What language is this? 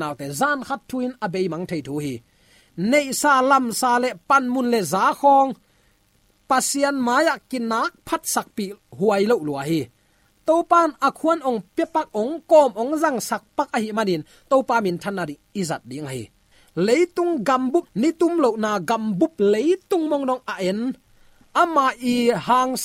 Tedim Chin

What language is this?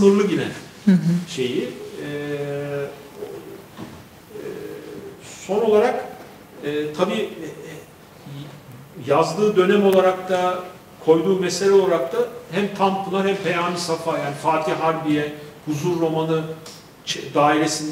Turkish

